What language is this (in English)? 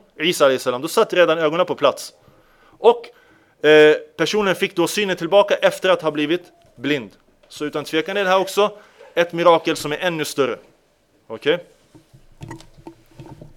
Swedish